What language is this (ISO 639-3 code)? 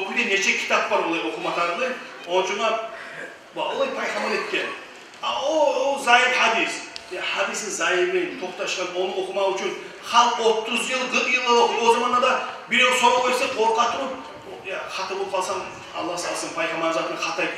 kum